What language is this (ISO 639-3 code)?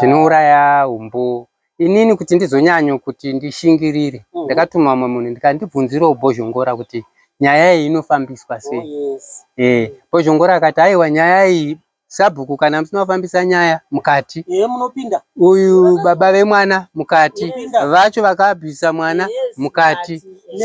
sna